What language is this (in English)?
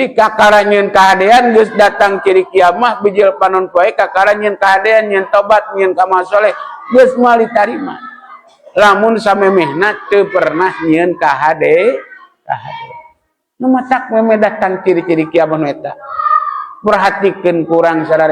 Sundanese